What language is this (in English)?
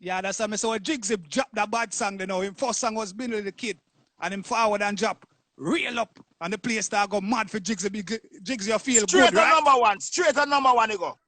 Jamaican Creole English